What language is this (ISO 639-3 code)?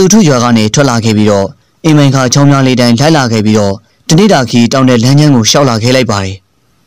mya